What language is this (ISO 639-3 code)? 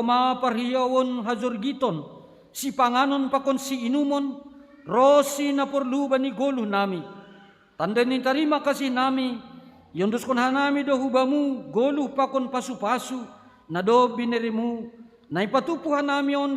bts